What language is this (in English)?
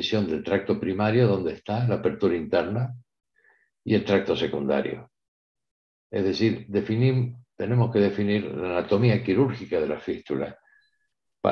Spanish